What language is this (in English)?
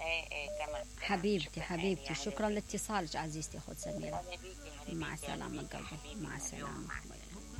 Mesopotamian Arabic